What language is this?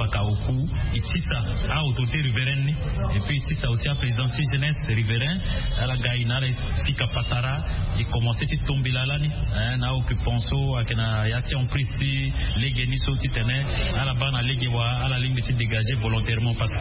Sango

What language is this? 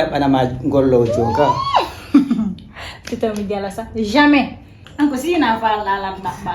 Fula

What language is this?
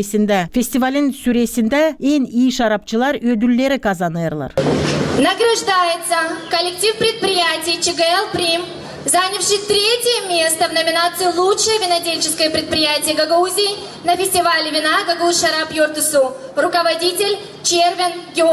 Gagauz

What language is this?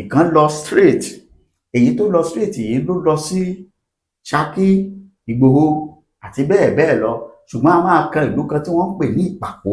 Yoruba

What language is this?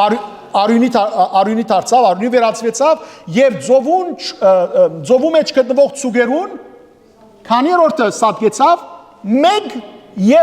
Western Armenian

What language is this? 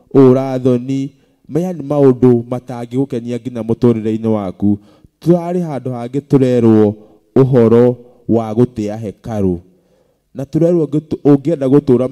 Kikuyu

